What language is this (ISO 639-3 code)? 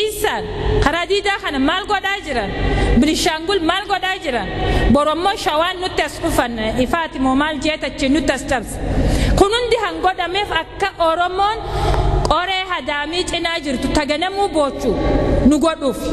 orm